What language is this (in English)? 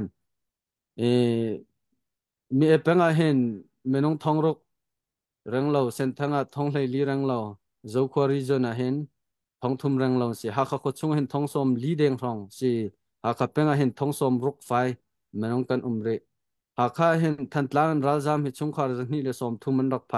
Hakha Chin